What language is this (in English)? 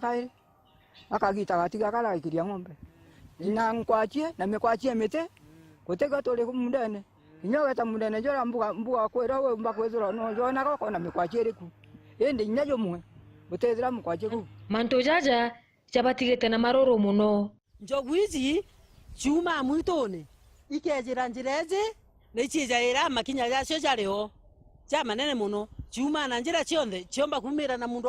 Meru